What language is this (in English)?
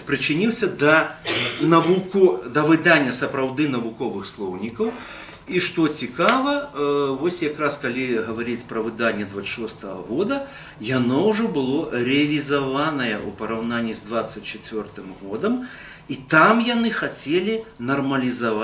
Belarusian